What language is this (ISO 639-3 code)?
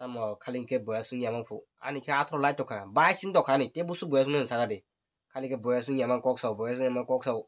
trp